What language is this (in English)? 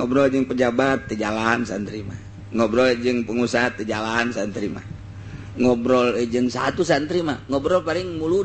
Sundanese